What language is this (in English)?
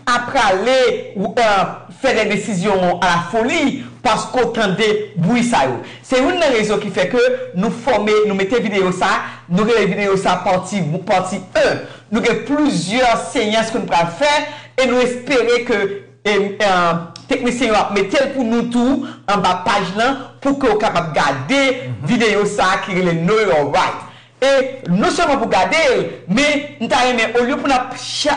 Haitian Creole